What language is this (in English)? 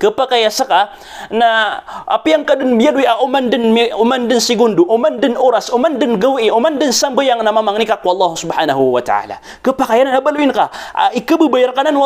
Maranao